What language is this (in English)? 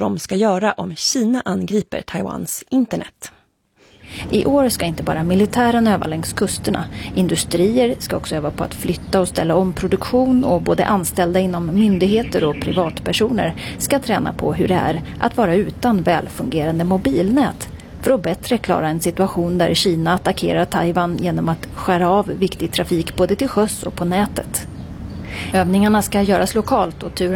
Swedish